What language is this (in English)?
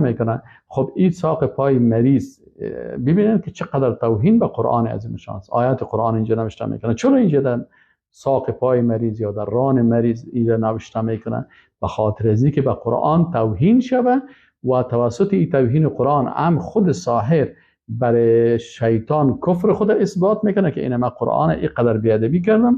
Persian